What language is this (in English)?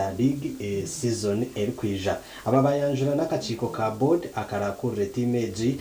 Nyankole